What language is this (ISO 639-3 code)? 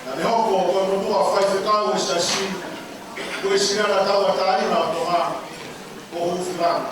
ton